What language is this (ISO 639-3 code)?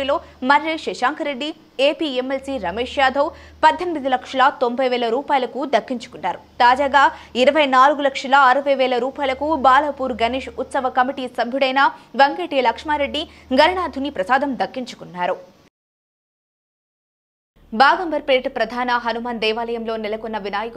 tel